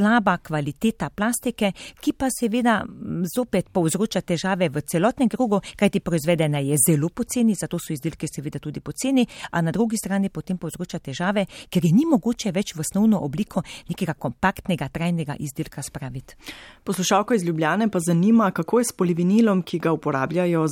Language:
Slovenian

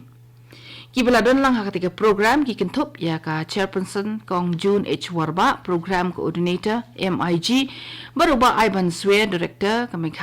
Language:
Khasi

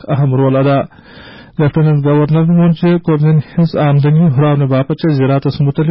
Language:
Kashmiri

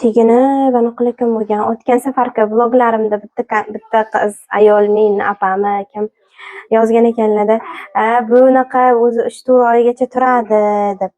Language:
Uzbek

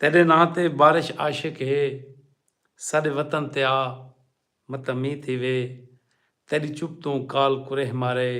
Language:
Saraiki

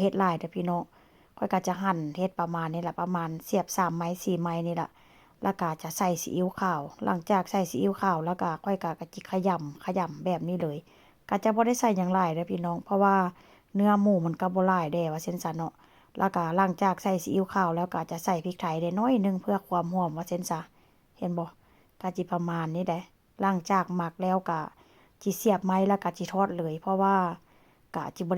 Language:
Lao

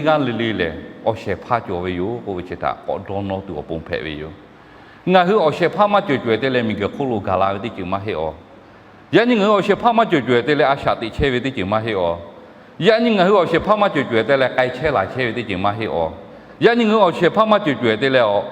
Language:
Lahu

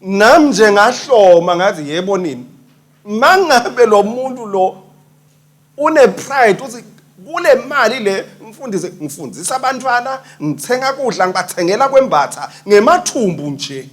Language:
Swati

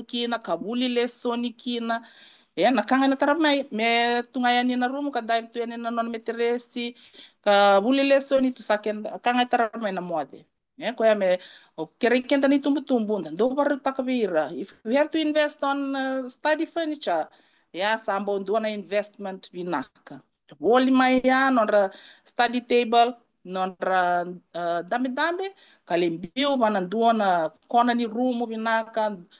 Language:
Fijian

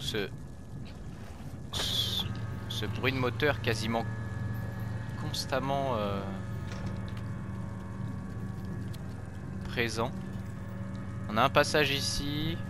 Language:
French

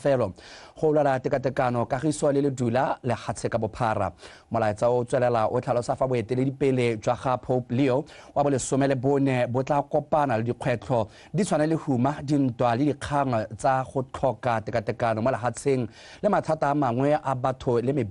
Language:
Tswana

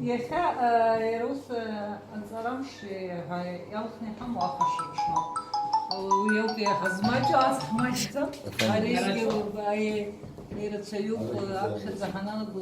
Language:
Abkhazian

